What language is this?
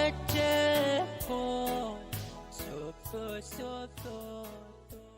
Pohnpeian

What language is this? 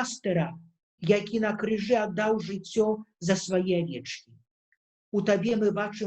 Belarusian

